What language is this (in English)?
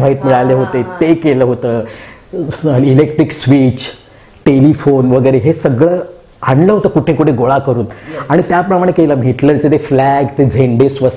Marathi